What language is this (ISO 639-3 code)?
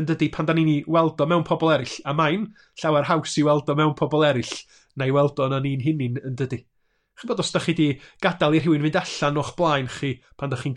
cym